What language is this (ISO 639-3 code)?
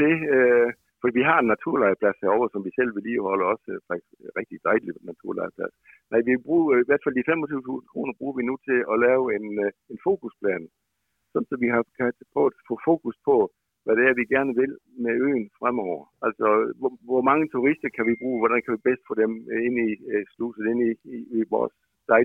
dan